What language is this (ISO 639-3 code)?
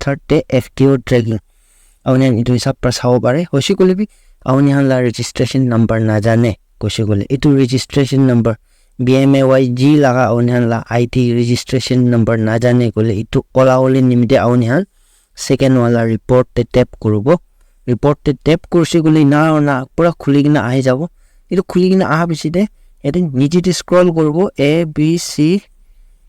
nag